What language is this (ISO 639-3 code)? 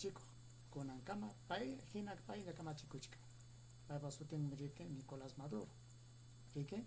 quy